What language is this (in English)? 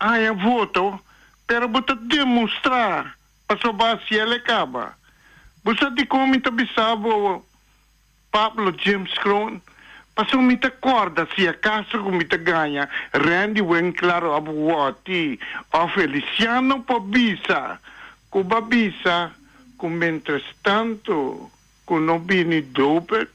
Papiamento